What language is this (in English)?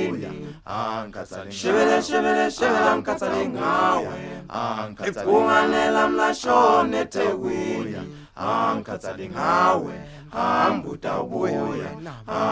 Zulu